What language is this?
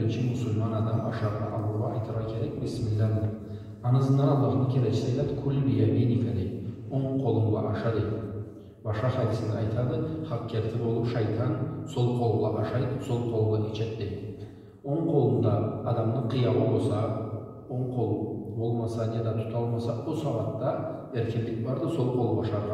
Karachay-Balkar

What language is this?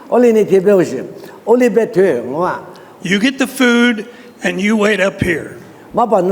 Lisu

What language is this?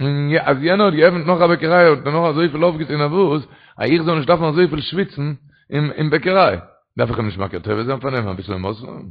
Yiddish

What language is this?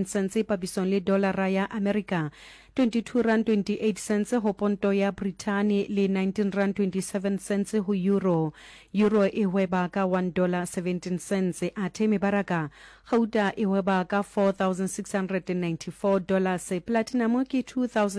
Southern Sotho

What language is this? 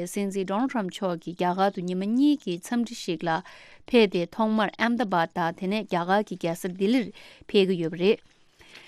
Tibetan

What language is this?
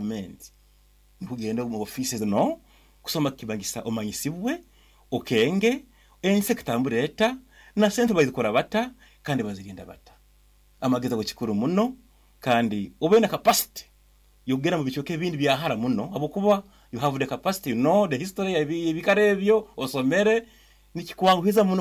Nyoro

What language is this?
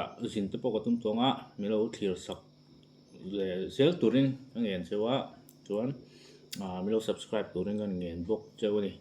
Mizo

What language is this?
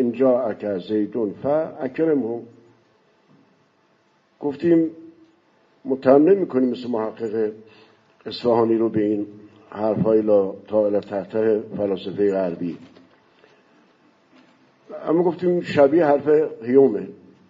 Persian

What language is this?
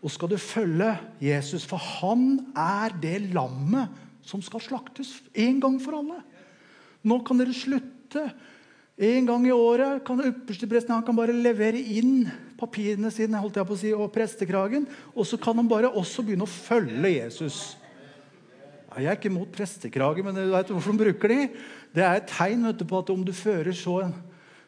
Norwegian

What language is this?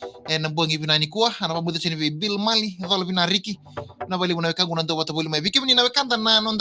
Fijian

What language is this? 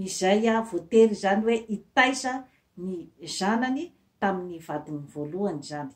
Malagasy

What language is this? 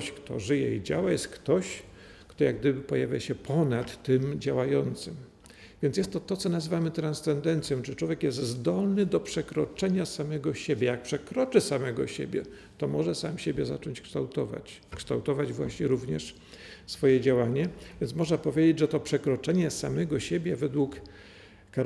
Polish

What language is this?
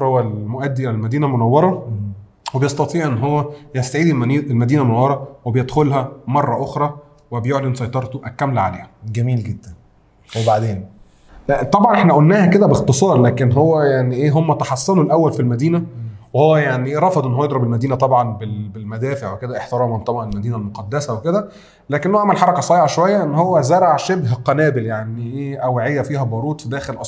Egyptian Arabic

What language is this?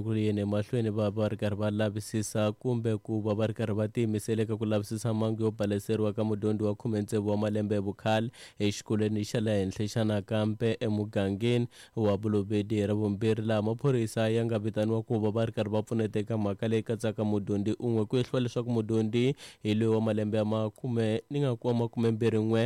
Tsonga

